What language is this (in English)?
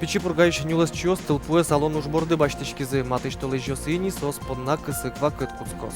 Udmurt